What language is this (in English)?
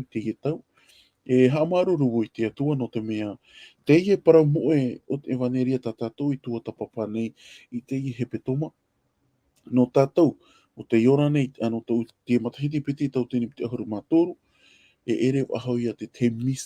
Tahitian